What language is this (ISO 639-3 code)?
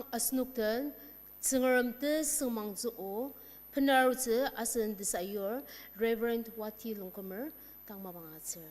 njo